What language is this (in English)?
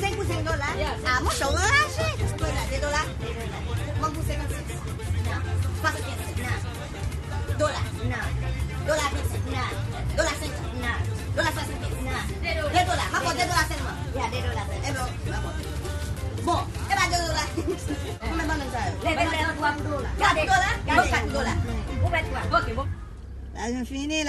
Haitian Creole